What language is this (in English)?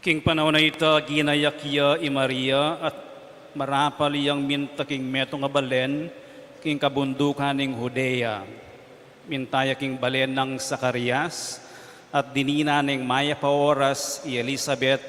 Pampanga